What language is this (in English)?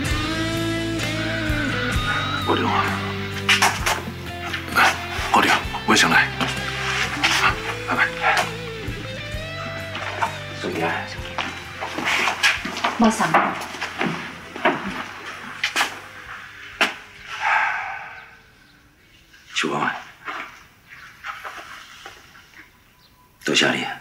Min Nan Chinese